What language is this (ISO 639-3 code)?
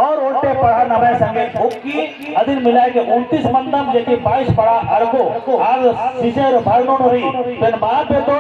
kru